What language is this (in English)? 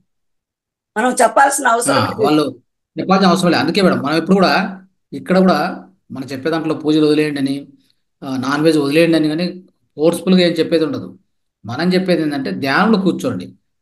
Telugu